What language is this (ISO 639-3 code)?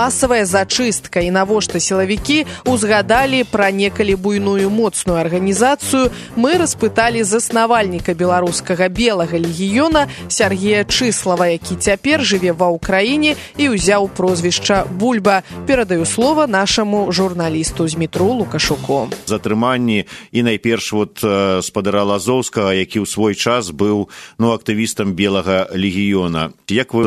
bel